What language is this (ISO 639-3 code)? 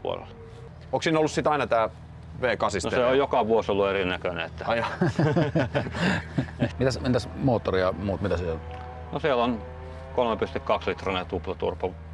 fin